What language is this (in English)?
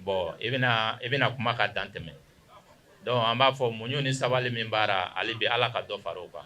Bambara